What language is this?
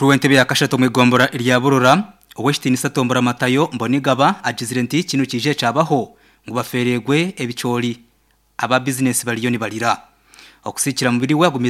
Nyankole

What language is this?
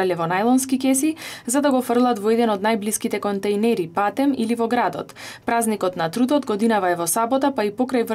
Macedonian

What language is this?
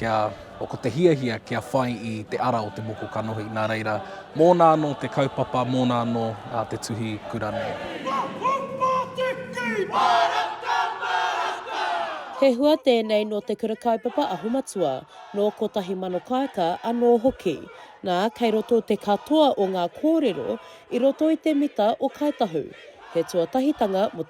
Māori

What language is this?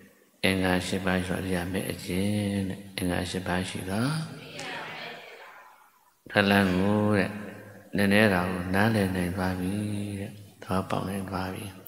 Burmese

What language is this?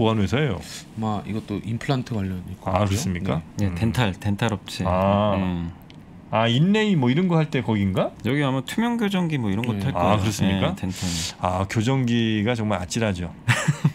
Korean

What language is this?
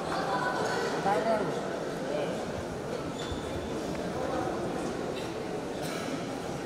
Kazakh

